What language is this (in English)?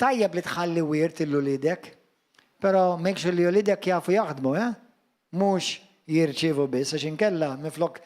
Maltese